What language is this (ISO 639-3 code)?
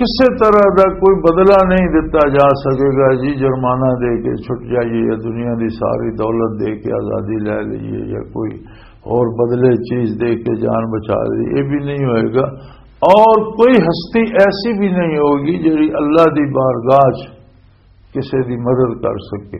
lah